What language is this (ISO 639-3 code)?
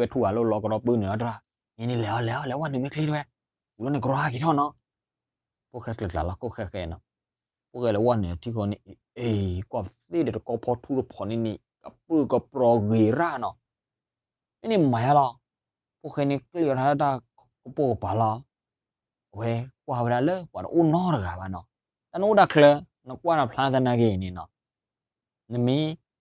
ksw